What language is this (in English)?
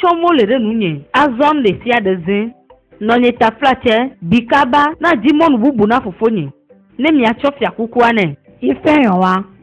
Ewe